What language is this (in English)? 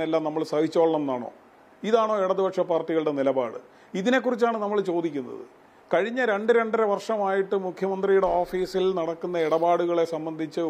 Malayalam